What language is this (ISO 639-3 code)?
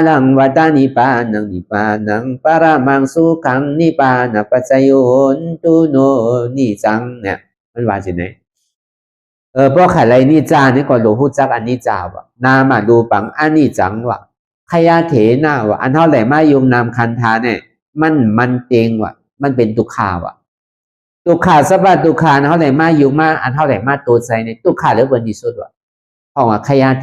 shn